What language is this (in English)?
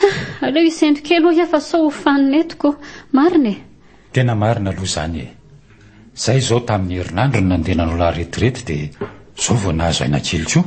Malagasy